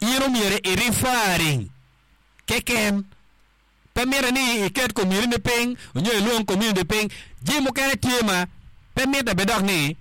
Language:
Acoli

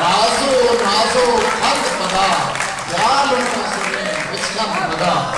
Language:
Eastern Balochi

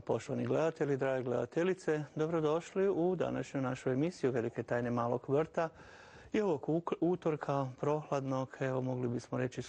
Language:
Croatian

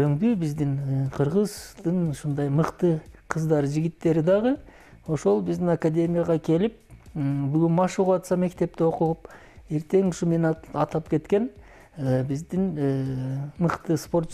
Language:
Kyrgyz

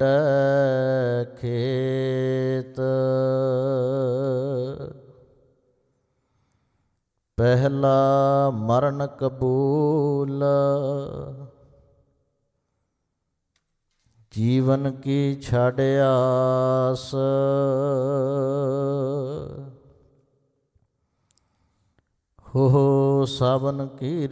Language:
Punjabi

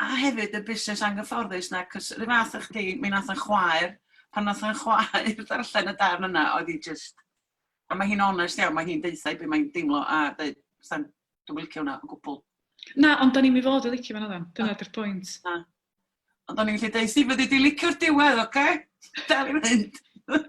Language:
Welsh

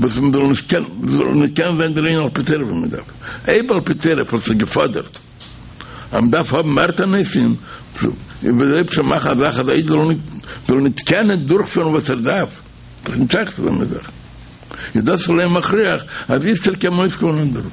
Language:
Yiddish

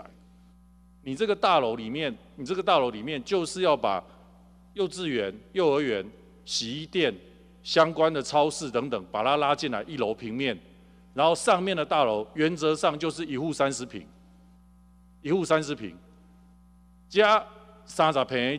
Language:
Chinese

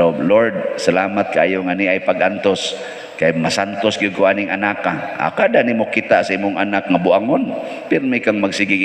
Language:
Cebuano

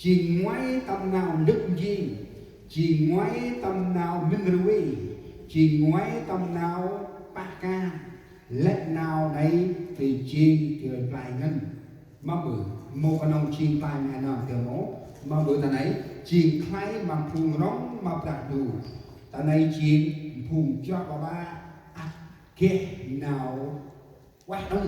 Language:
Central Mnong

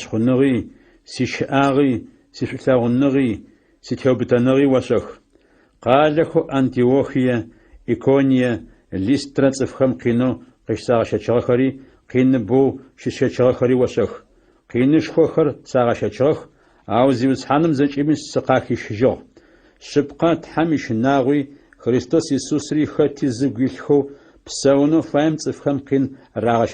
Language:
Adyghe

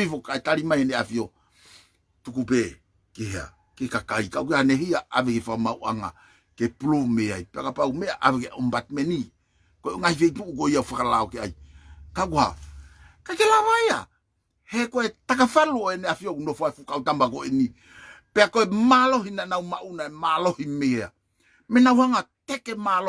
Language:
Tongan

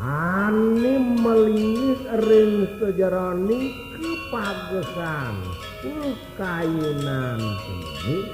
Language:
Balinese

